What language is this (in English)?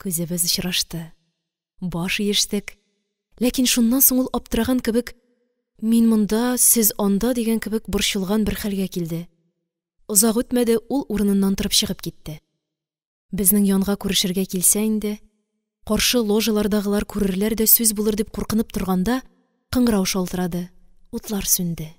Tatar